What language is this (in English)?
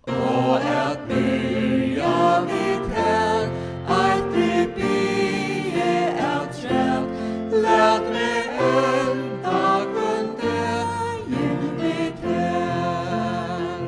Faroese